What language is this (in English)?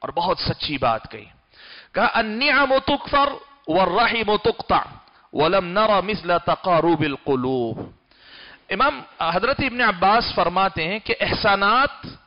Urdu